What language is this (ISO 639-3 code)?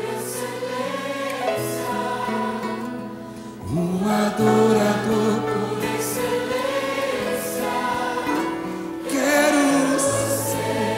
por